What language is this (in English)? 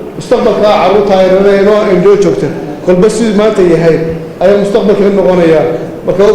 Somali